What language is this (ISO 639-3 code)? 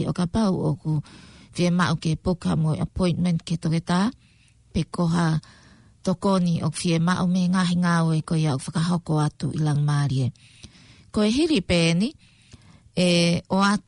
ton